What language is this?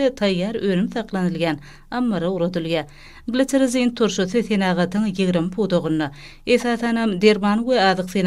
Turkmen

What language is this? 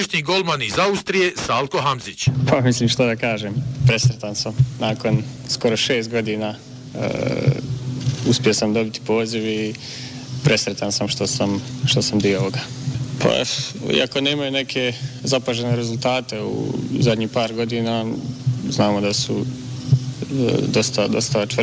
Bosnian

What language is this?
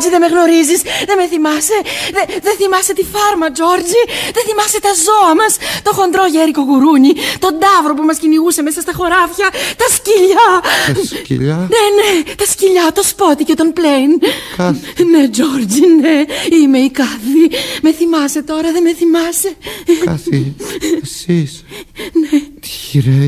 Greek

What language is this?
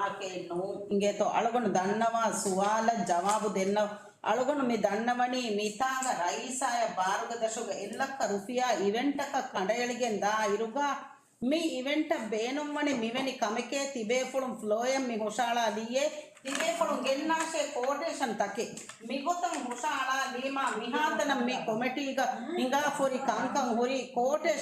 Divehi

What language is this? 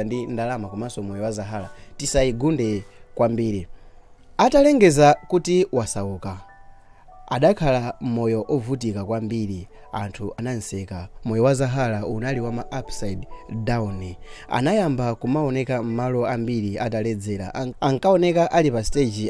Nyanja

